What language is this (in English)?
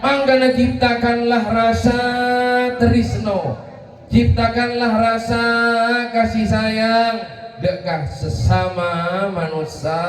Madurese